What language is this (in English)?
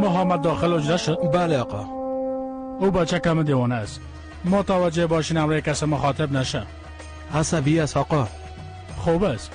Persian